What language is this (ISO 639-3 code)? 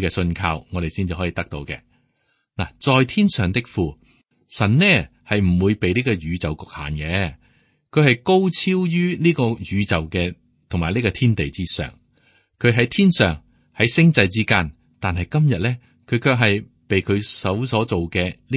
yue